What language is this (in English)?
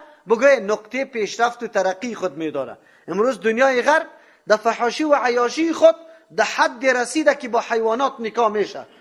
Persian